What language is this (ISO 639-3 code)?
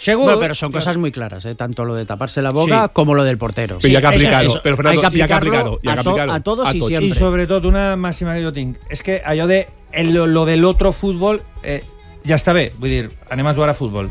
cat